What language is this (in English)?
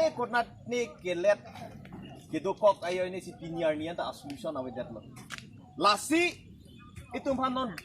Karbi